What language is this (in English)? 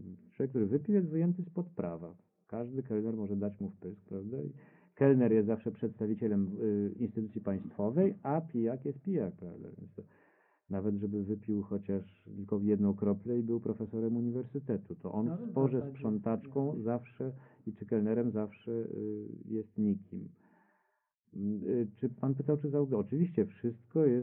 Polish